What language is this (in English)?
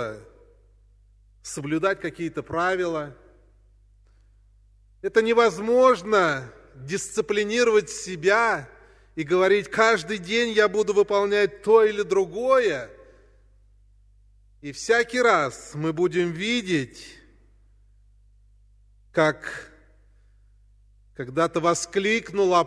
Russian